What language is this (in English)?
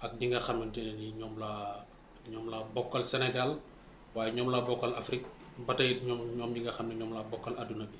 Wolof